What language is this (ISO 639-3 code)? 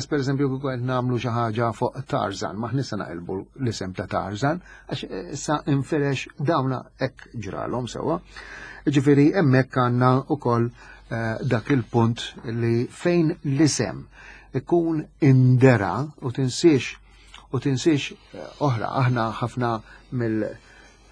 mlt